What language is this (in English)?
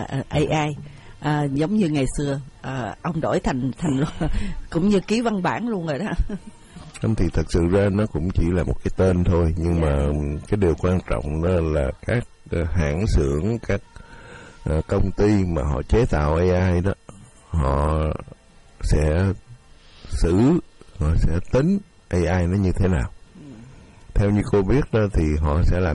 Vietnamese